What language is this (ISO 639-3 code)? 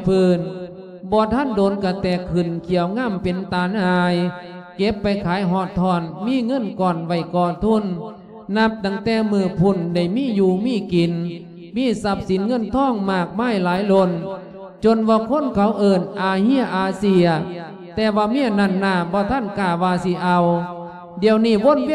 lao